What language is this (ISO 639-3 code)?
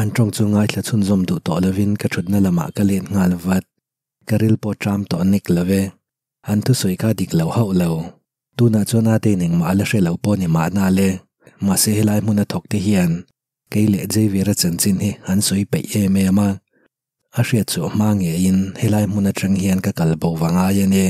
lus